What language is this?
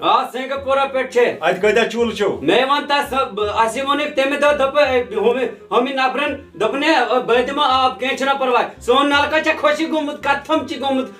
Kashmiri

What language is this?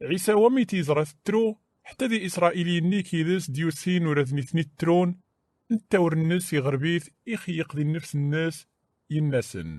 Kabyle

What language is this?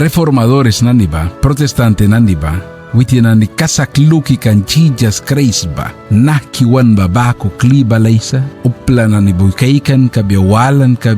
Mískito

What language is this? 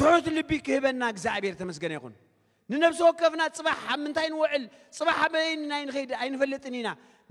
Tigrinya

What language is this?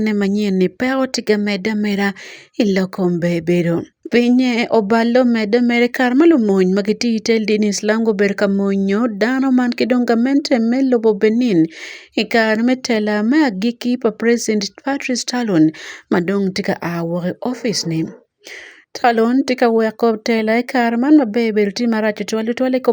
Acoli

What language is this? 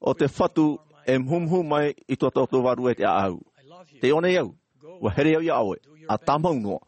Tahitian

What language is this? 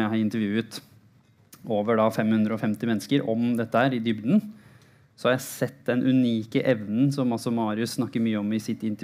Norwegian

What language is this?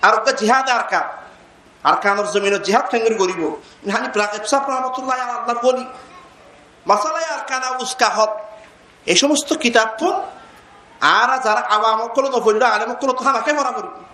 Rohingya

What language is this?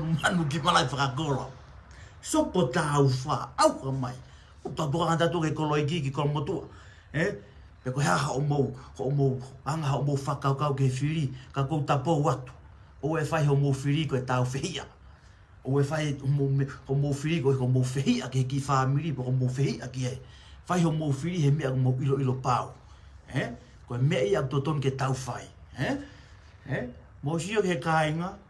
Tongan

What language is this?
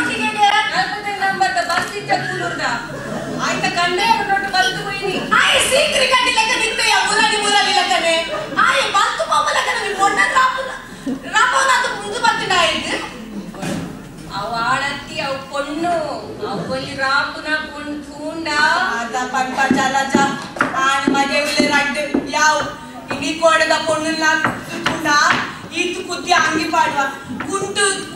Tulu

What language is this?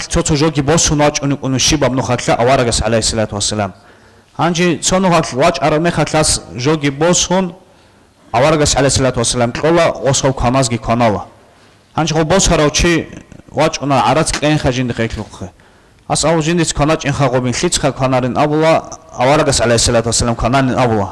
Avaric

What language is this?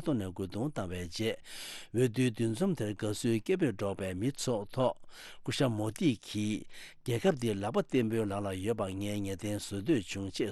Tibetan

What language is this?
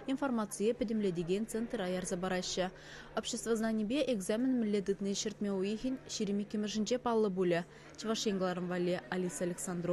Chuvash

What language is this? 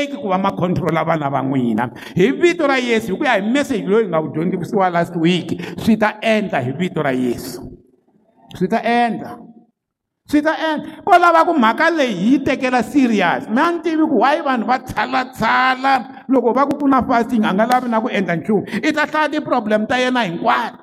Tsonga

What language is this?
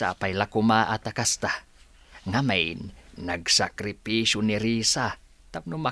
Iloko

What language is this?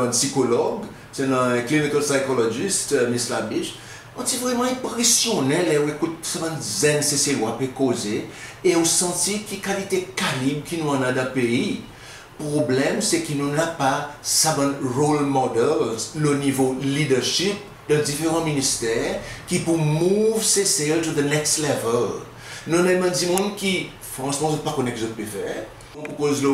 Seselwa Creole French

